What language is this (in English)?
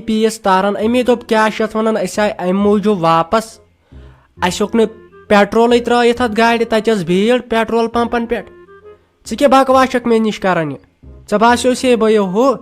Kashmiri